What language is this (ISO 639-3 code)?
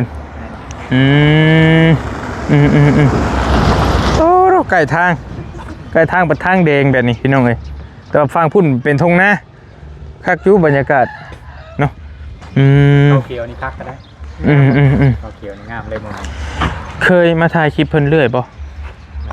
tts